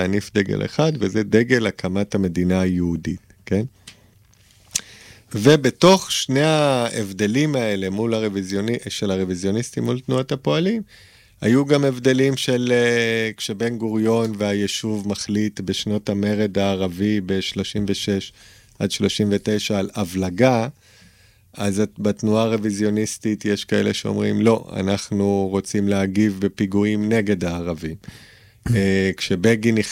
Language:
Hebrew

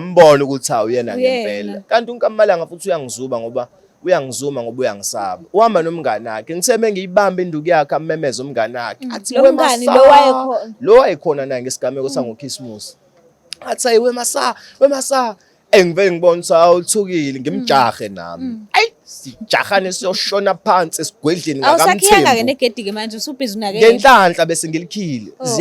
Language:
Zulu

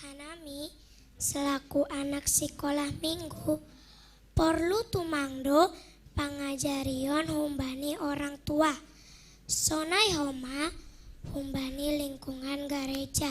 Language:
Batak Simalungun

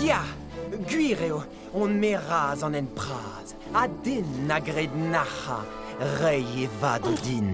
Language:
Breton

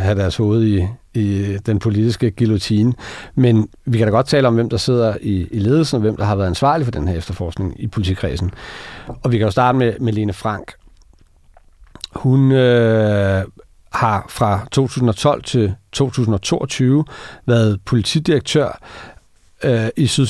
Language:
Danish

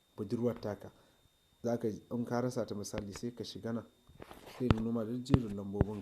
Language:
Hausa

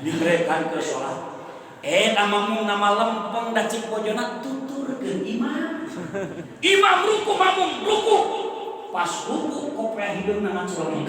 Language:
Sundanese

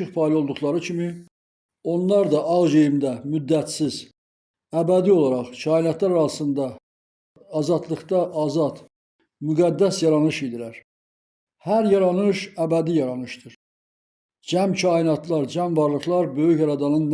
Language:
Azerbaijani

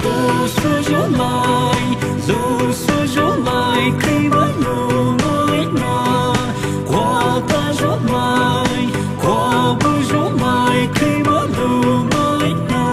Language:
Poumei Naga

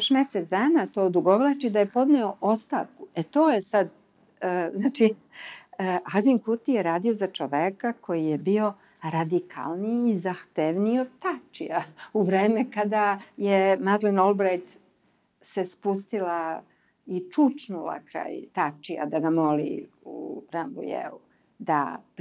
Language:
Serbian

